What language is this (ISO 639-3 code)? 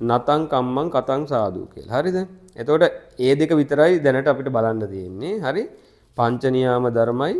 sin